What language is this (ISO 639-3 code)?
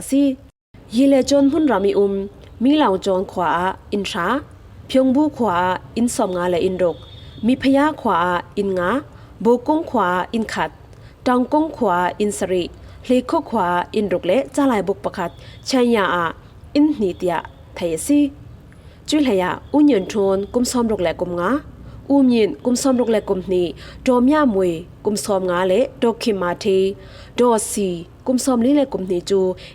cfm